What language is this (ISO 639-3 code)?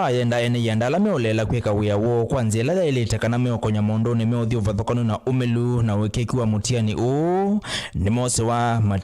kam